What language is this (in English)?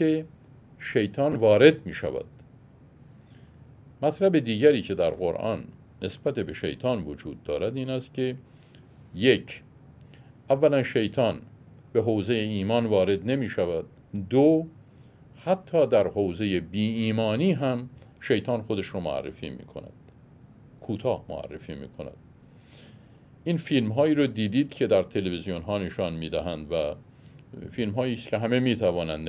Persian